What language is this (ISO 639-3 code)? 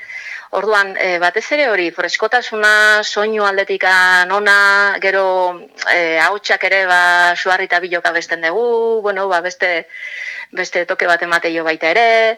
eus